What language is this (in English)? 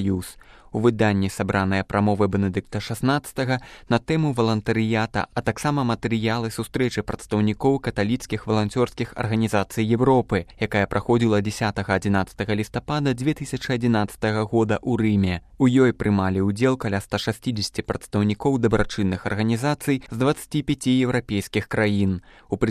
Belarusian